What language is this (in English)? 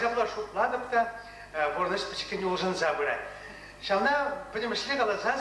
Chuvash